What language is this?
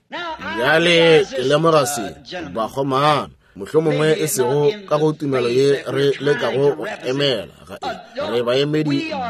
Northern Sotho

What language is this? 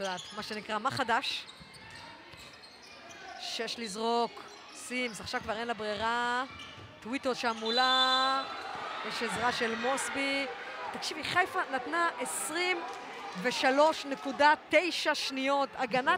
Hebrew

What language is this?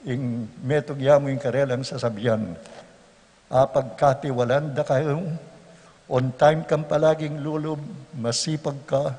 Pampanga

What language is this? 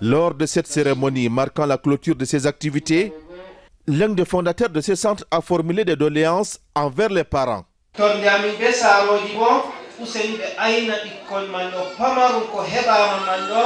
Fula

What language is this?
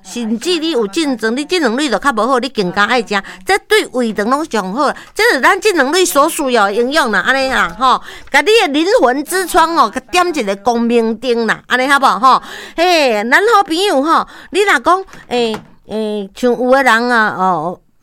Min Nan Chinese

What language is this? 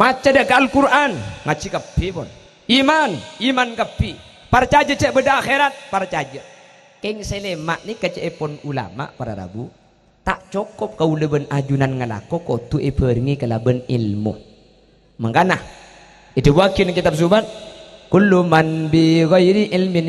Madurese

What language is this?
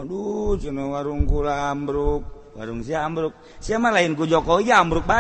Sundanese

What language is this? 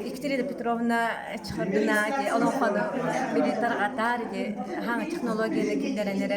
Yakut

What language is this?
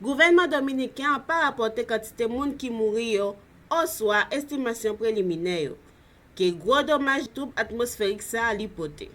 Haitian Creole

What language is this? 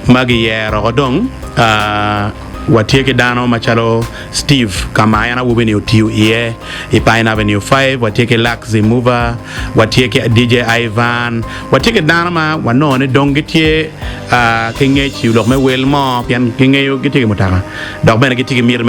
Acoli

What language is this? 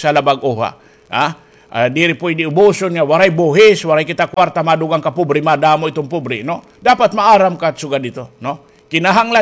Waray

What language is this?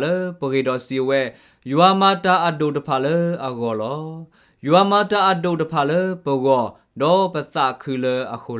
S'gaw Karen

